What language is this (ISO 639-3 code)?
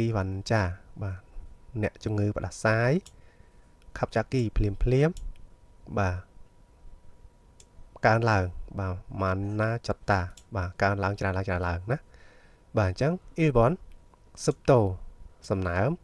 khm